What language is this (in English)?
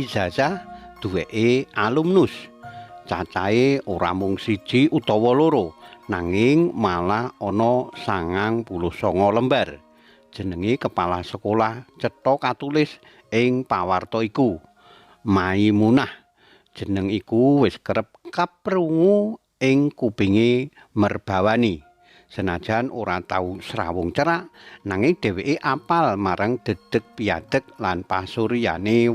Javanese